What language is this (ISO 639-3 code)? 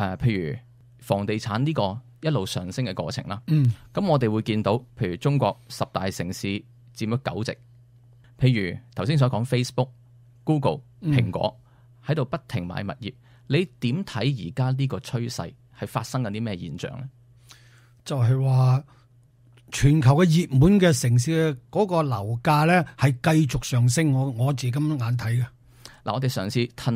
yue